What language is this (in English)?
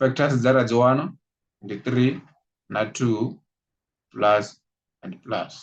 Venda